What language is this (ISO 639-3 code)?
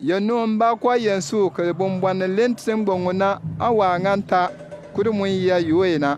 bim